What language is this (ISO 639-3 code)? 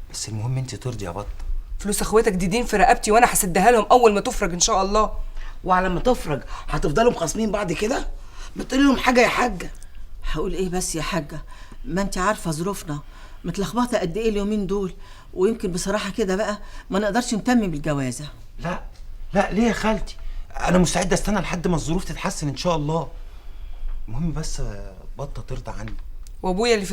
arz